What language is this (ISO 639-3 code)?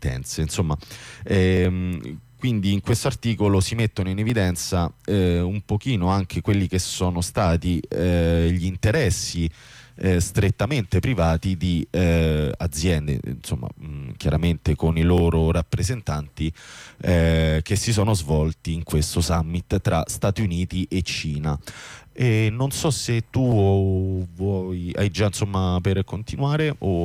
ita